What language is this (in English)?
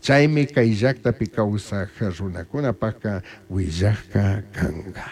Chimborazo Highland Quichua